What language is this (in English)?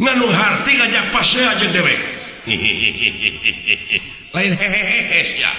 Sundanese